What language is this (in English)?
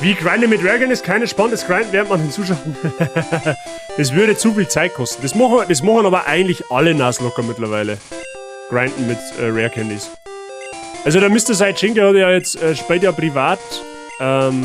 Bavarian